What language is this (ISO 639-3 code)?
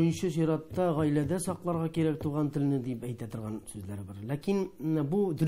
tat